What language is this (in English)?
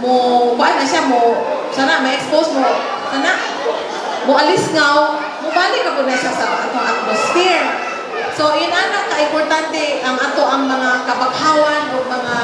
Cebuano